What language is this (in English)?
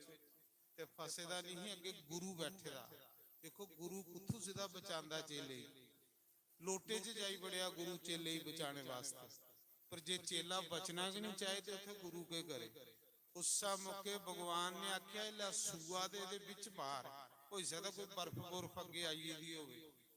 Dogri